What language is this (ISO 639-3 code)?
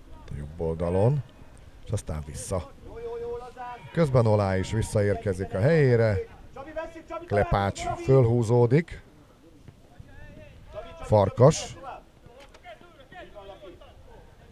hun